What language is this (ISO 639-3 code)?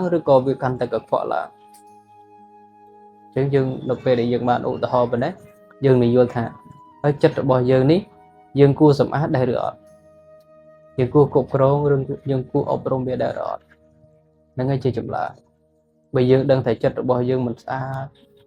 khm